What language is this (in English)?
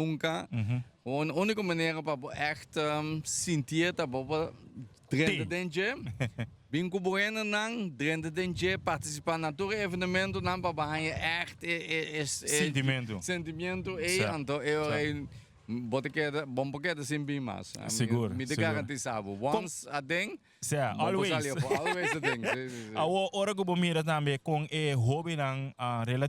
Papiamento